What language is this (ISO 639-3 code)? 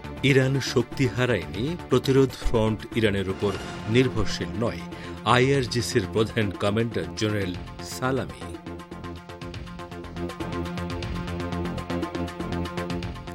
ben